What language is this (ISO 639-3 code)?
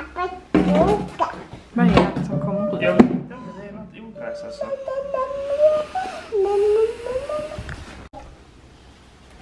swe